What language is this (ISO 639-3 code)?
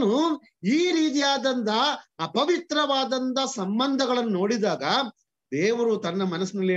kan